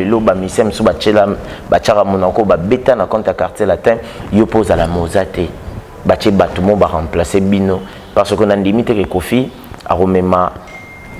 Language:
Lingala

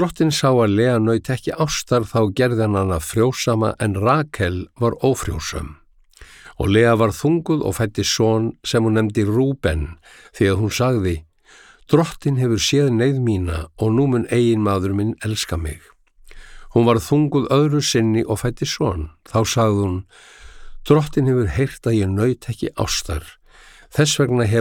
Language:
Icelandic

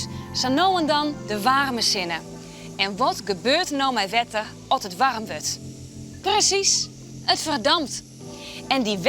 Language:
Western Frisian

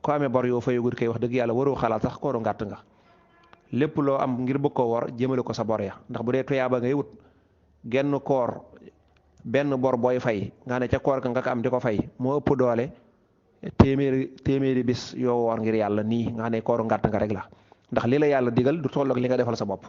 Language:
Wolof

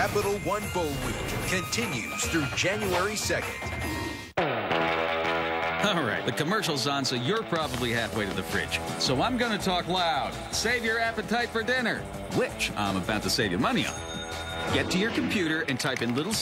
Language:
English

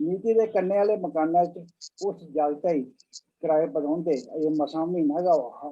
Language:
Dogri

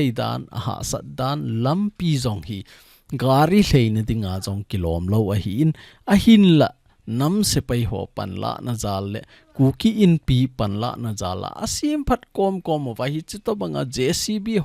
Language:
Thado Chin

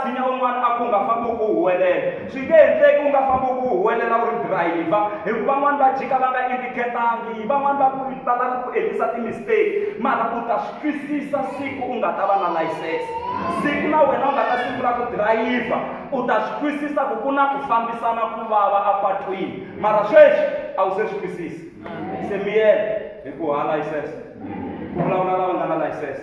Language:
Tsonga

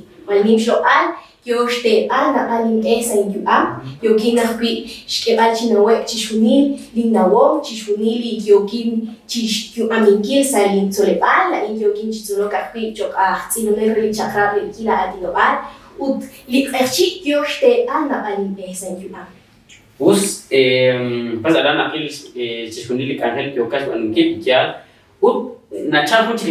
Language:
Kekchí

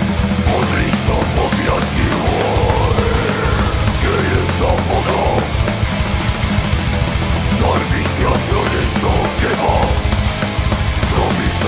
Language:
Slovak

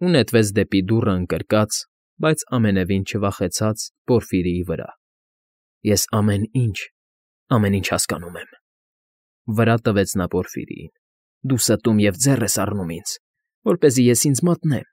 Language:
Armenian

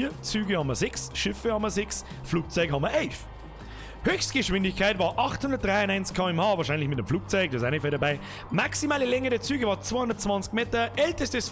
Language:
Bavarian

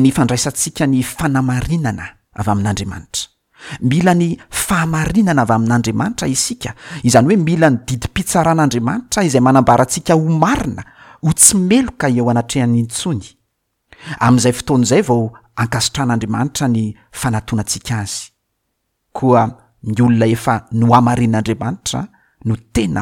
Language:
Malagasy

